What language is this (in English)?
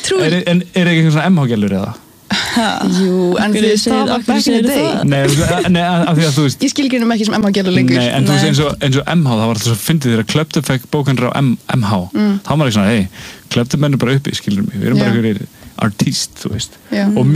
Icelandic